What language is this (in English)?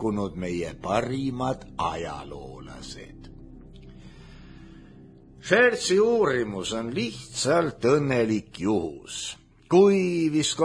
Estonian